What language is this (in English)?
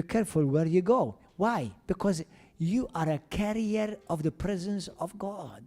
English